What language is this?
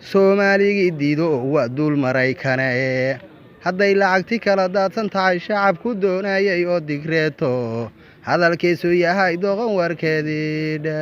Somali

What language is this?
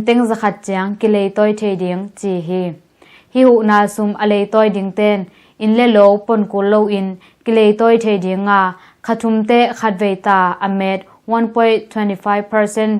Tedim Chin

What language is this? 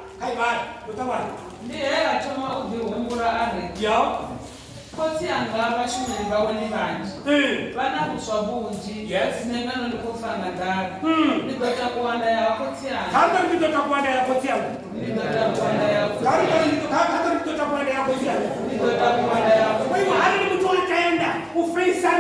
Venda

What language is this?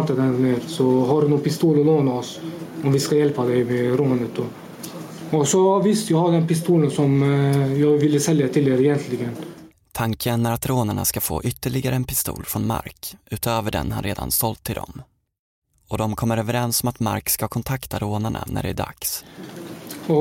Swedish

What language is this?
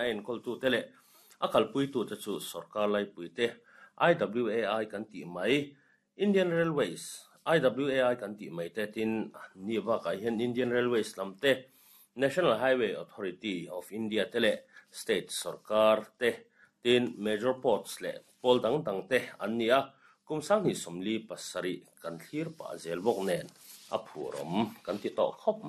Mizo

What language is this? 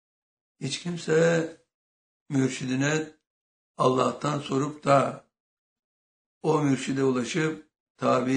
Turkish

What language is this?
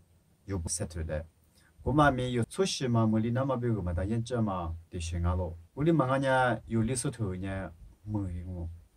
Lisu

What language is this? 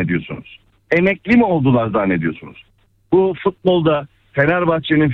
Turkish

